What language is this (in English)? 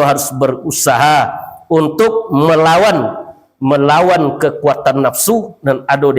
Minangkabau